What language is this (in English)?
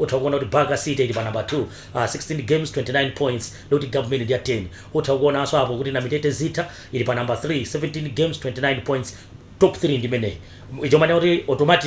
Nyanja